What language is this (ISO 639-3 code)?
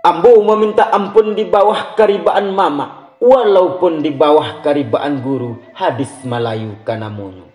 min